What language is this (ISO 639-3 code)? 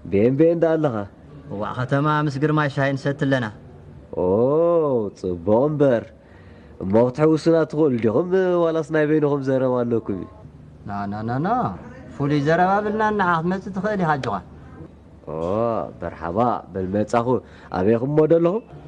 tir